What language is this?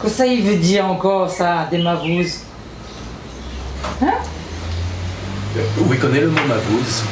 Réunion Creole French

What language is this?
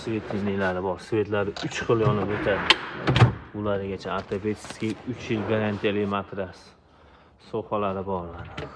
Uzbek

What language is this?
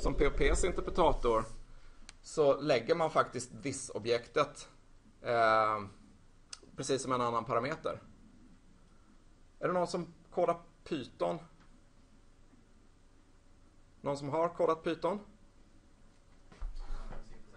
Swedish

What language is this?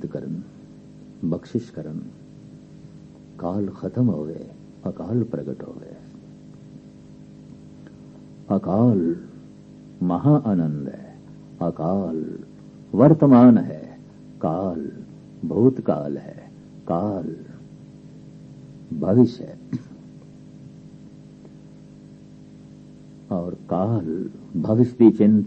Punjabi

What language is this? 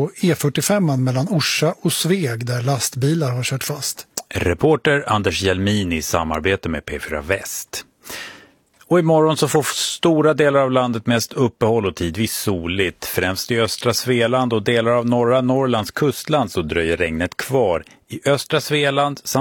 Swedish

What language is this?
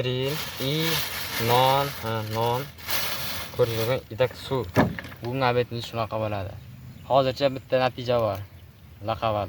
Uzbek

